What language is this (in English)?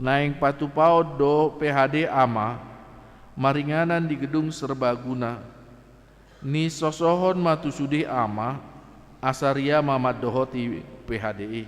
Batak Toba